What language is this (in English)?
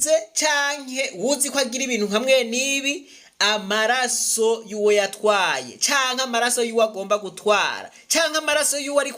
Rundi